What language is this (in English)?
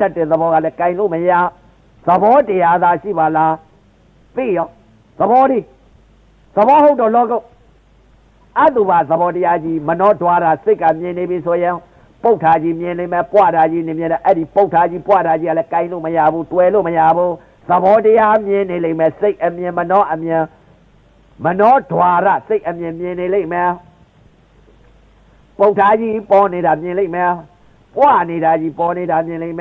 Burmese